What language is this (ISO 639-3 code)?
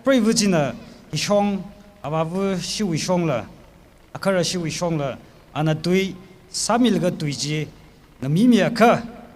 nmf